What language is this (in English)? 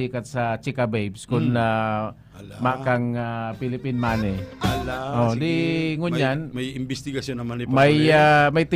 Bikol